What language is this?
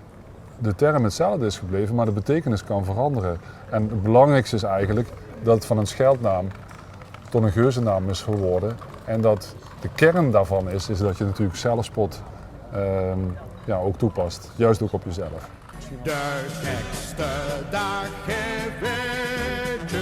Limburgish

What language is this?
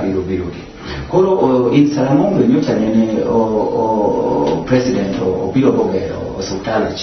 Luo (Kenya and Tanzania)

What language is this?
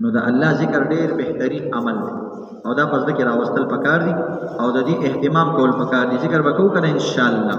Pashto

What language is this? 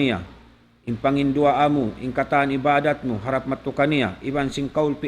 Tausug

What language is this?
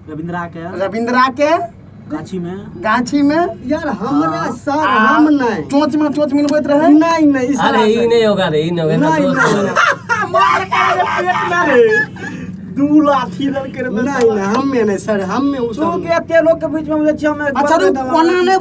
Maithili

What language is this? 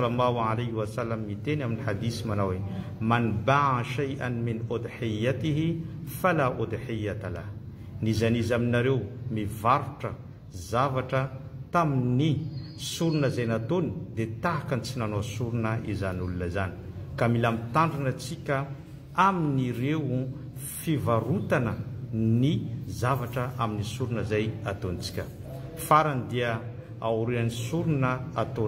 Malagasy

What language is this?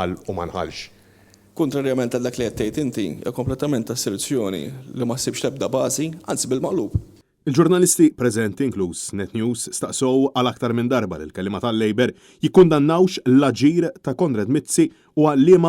Maltese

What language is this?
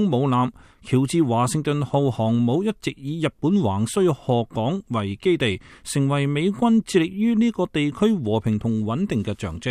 Cantonese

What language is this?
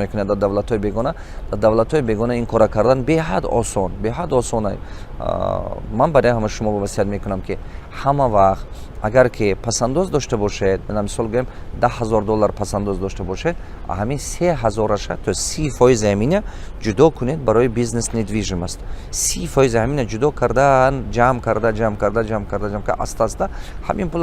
Tajik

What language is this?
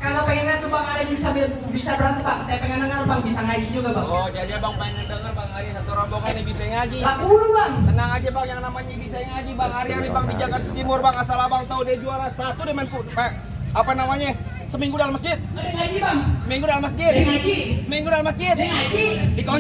Betawi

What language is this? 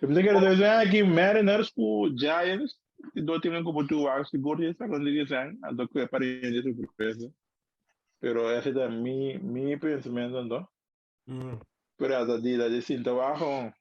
Papiamento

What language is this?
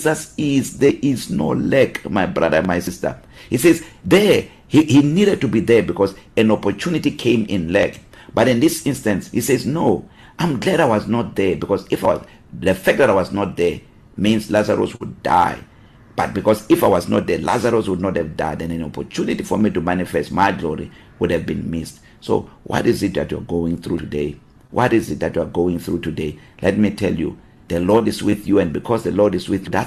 English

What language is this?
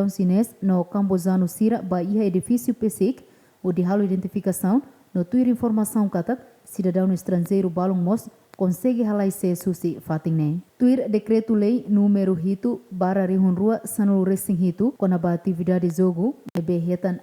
Tetum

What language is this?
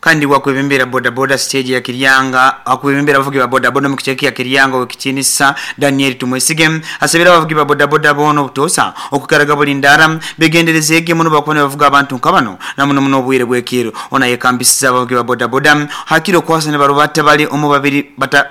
Nyoro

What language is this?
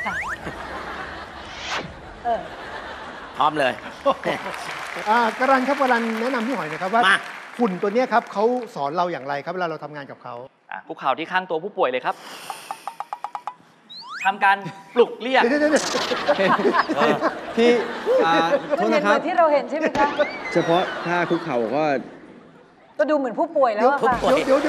Thai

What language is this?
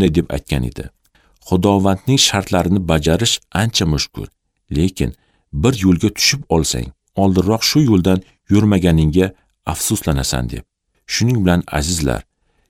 Uzbek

